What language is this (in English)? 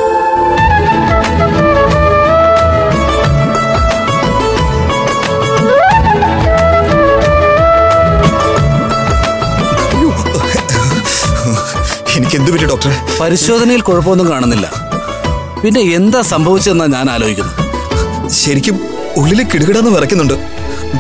Malayalam